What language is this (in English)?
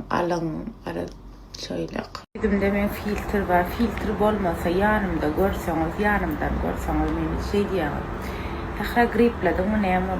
Turkmen